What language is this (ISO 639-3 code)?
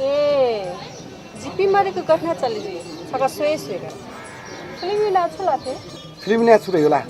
new